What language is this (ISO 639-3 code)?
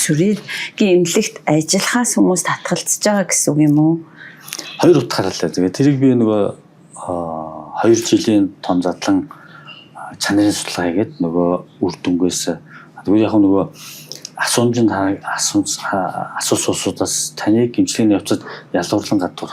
mon